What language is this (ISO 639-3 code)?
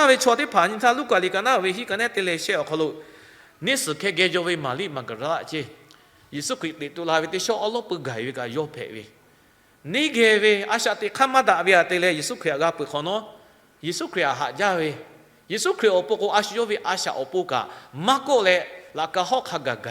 lhu